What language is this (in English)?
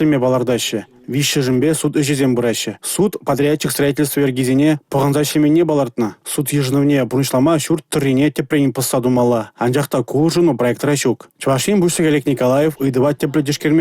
Chuvash